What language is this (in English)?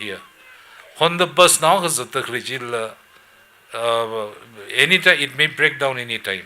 Tangkhul Naga (India)